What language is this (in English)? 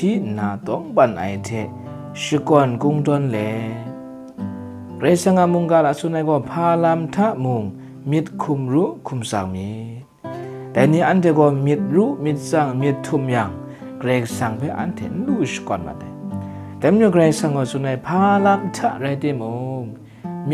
Kachin